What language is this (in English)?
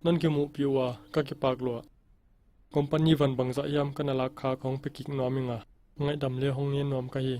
Paite Chin